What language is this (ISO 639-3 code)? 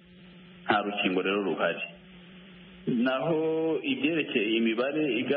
kin